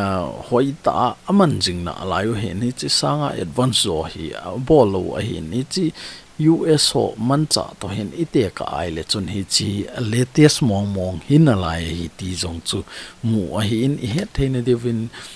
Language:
Thado Chin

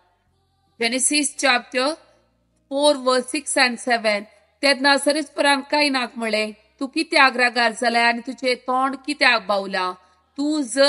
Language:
Konkani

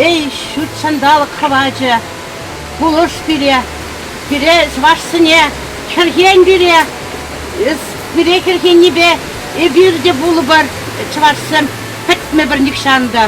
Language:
Chuvash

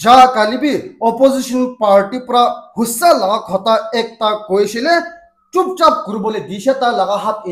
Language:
Naga Pidgin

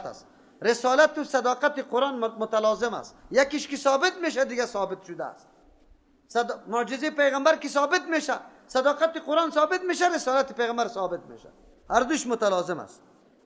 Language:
Persian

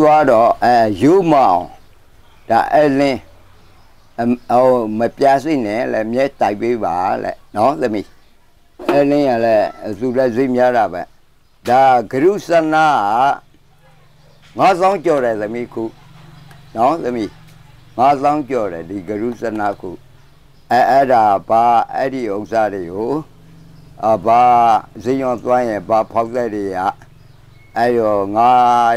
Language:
Burmese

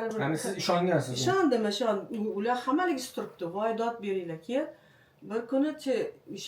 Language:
Uzbek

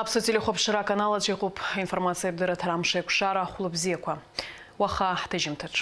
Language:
Abkhazian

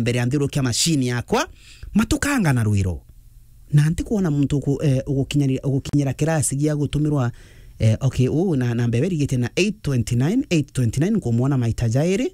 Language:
Meru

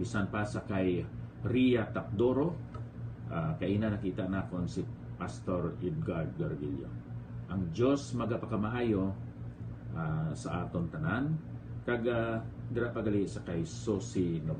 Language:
Hiligaynon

